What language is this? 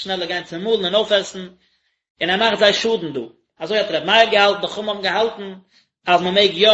Yiddish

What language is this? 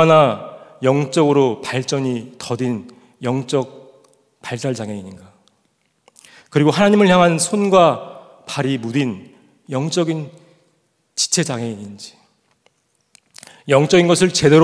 Korean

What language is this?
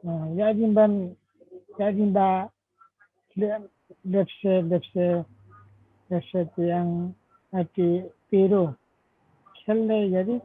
Limbu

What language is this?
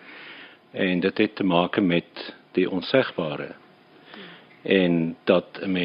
Afrikaans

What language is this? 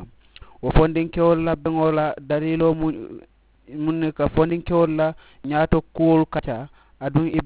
Mandingo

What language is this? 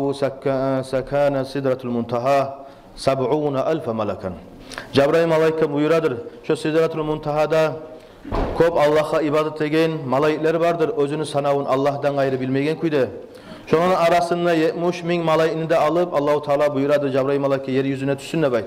Kumyk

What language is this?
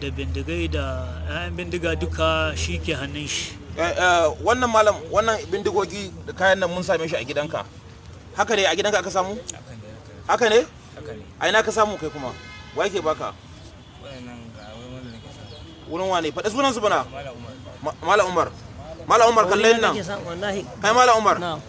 Hausa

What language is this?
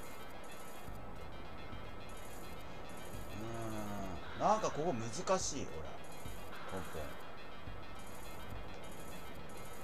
Japanese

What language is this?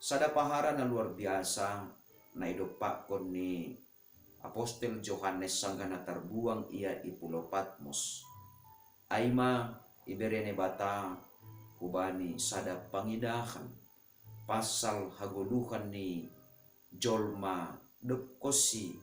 Batak Simalungun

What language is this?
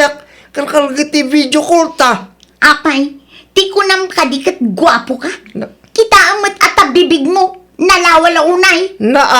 Iloko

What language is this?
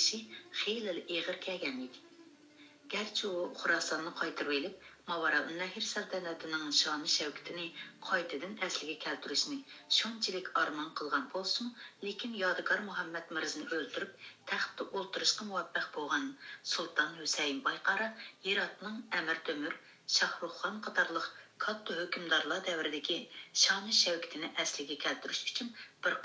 Uyghur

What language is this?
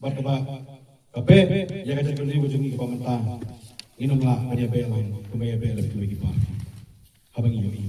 Khasi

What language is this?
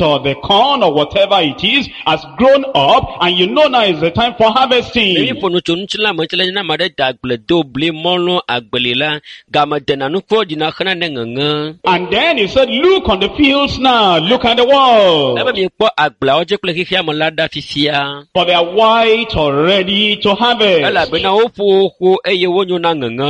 Ewe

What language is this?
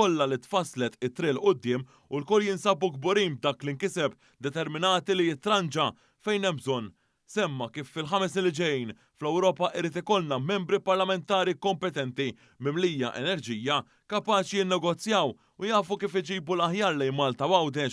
Maltese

